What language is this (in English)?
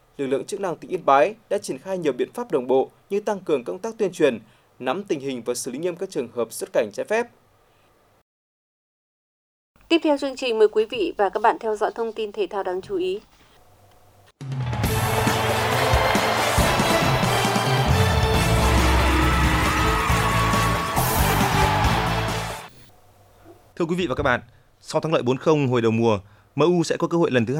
Vietnamese